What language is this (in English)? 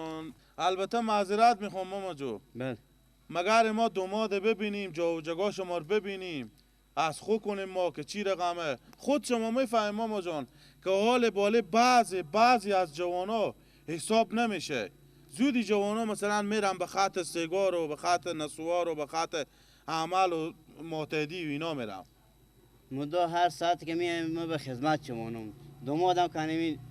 Persian